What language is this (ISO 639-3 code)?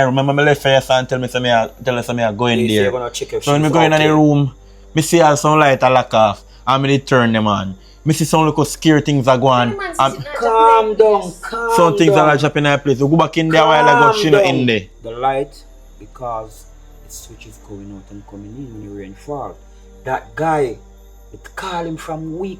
jam